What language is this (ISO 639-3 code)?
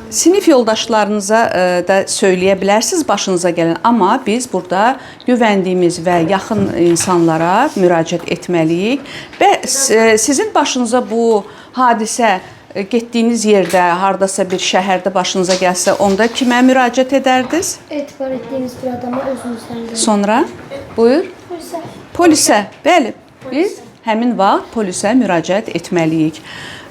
aze